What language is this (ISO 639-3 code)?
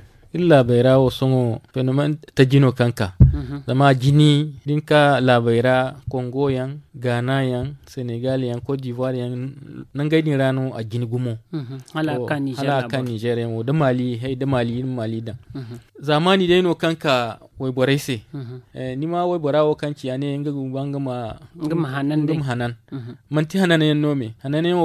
dje